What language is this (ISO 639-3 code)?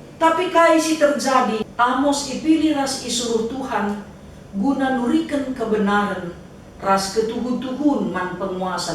btx